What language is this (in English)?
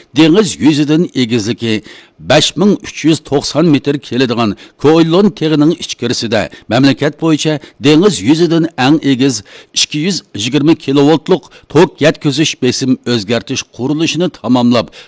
Uyghur